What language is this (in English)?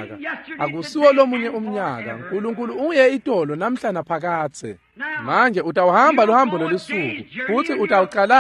Swati